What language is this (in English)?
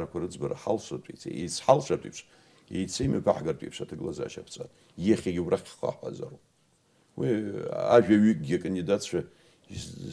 Abkhazian